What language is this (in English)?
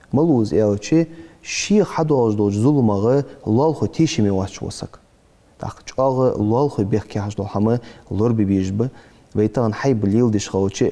Ingush